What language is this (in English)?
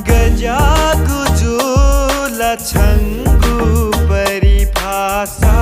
Newari